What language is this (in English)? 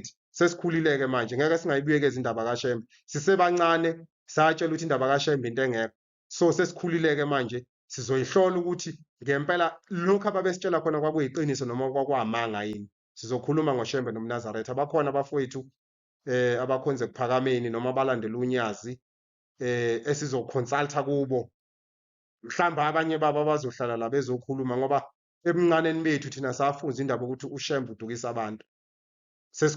Zulu